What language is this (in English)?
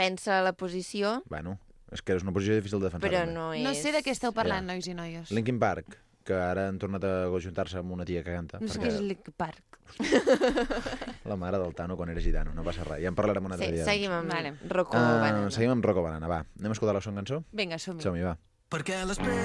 Catalan